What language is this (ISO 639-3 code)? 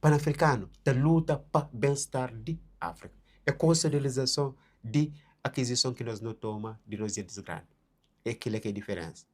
kea